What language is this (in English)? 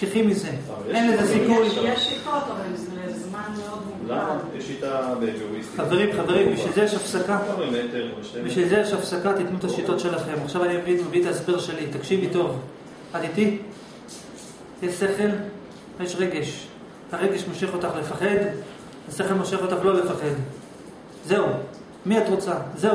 Hebrew